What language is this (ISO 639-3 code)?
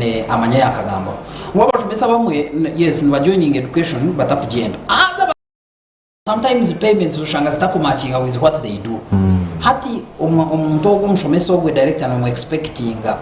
nyn